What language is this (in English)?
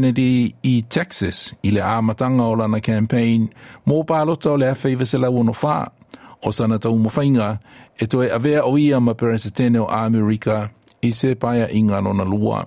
Samoan